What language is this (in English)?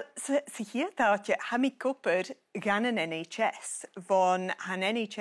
Scottish Gaelic